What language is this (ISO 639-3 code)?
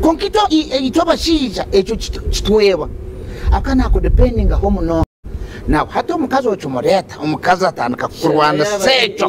nyn